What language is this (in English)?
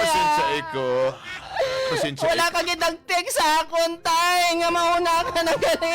Hiligaynon